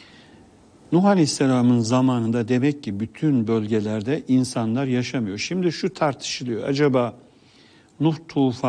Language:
Turkish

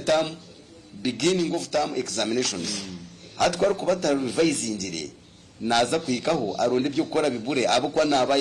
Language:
Nyankole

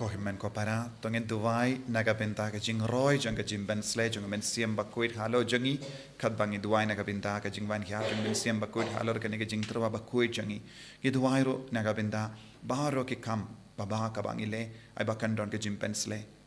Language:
Khasi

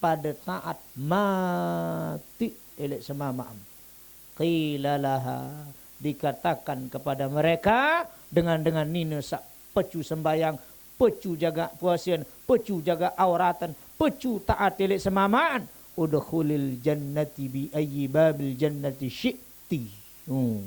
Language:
Sasak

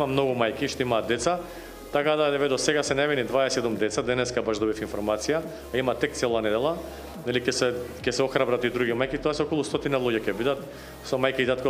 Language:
Macedonian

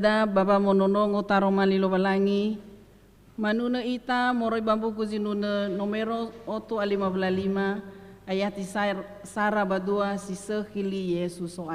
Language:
Nias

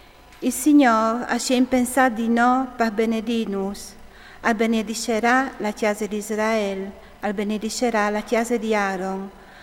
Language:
Friulian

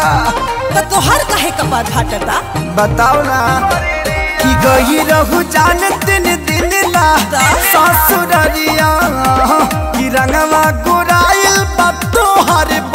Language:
Bhojpuri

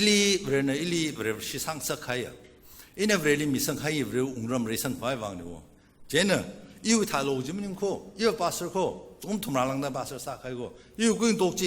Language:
Tangkhul Naga (India)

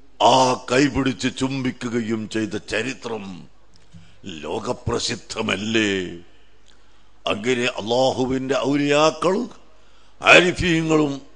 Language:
Malayalam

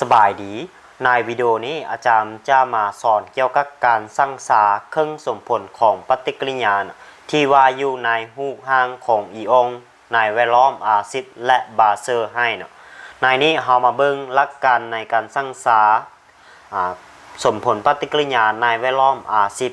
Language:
Lao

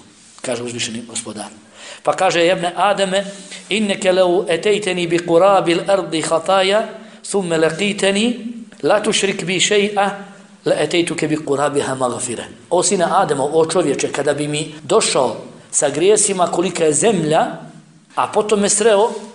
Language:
Bosnian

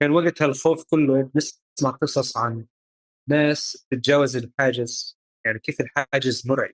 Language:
North Levantine Arabic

